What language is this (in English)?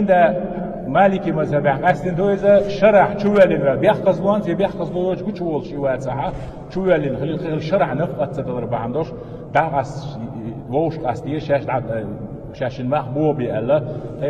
Chechen